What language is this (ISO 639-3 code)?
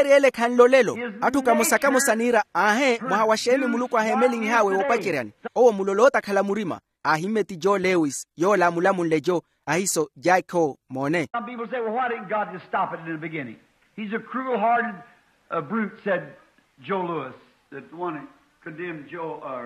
vmw